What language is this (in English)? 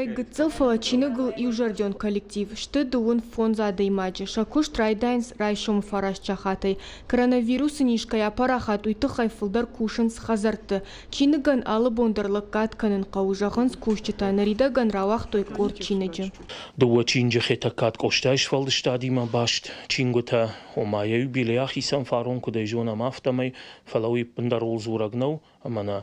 Ossetic